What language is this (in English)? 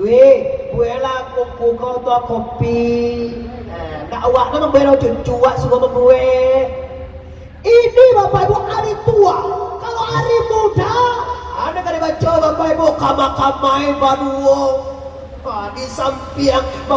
Minangkabau